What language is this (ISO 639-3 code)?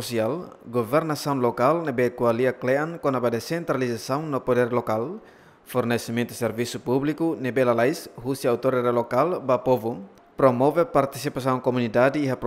tet